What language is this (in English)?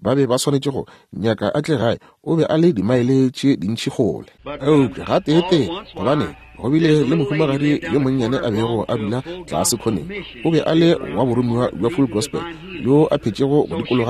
Northern Sotho